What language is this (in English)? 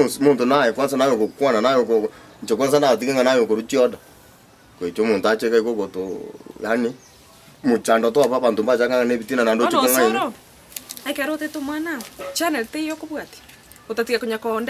Gusii